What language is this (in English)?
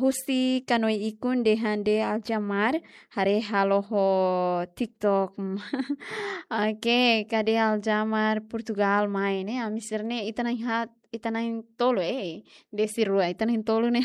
Tetum